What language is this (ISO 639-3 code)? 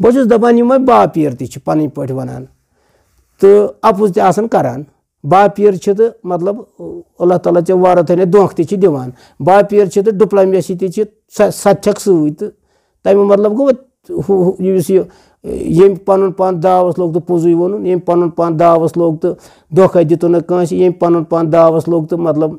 kas